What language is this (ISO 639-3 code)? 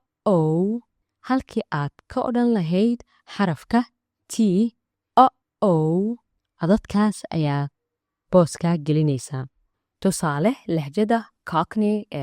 som